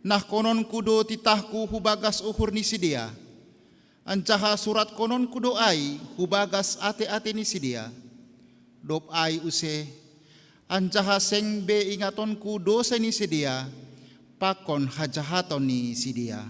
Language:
Batak Simalungun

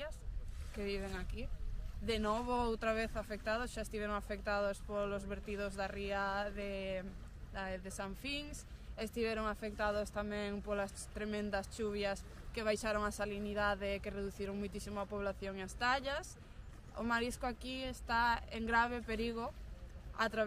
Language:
Galician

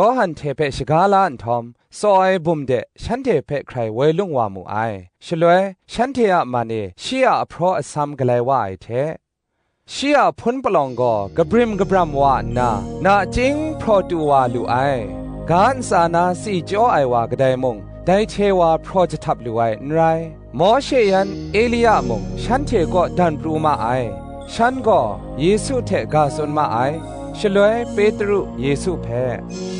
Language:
Kachin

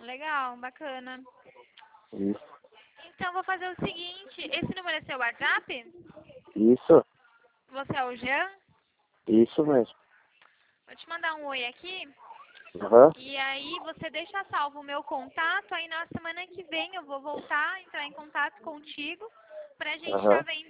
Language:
Portuguese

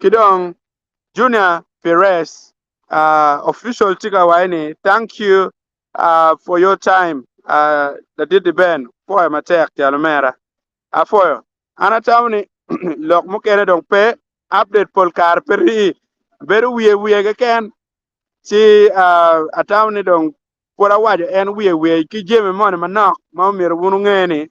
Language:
Acoli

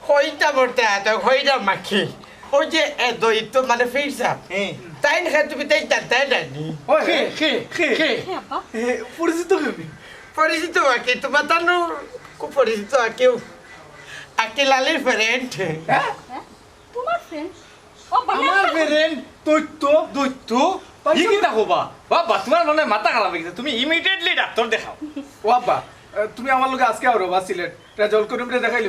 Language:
Sylheti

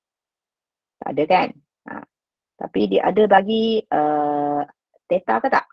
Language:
Malay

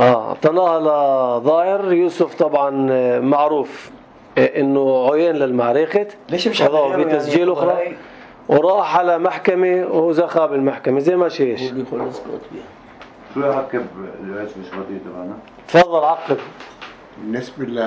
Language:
North Levantine Arabic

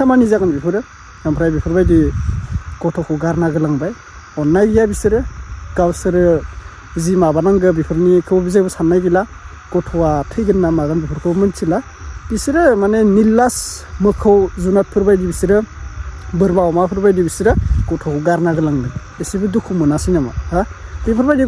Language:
Bodo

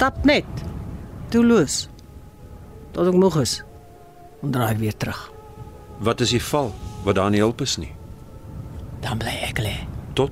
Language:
Afrikaans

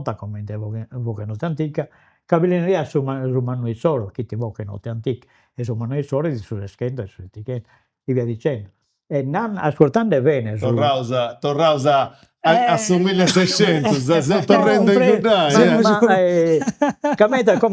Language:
Sardinian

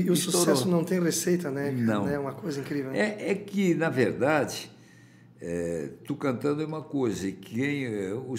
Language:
Portuguese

